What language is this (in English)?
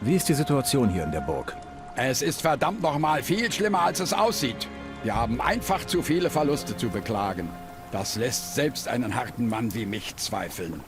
Bavarian